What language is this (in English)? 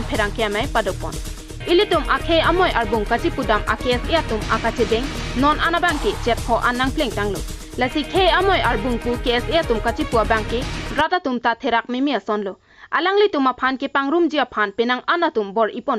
Karbi